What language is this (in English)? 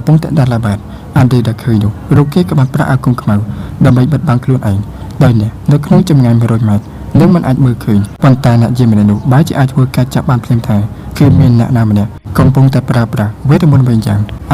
Khmer